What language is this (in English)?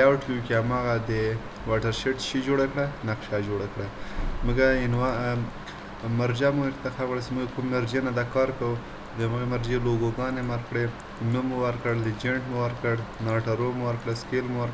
Pashto